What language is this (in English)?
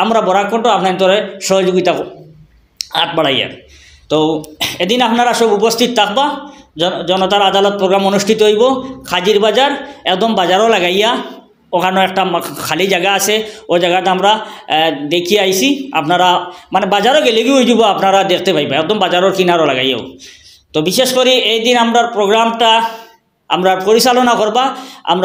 Sylheti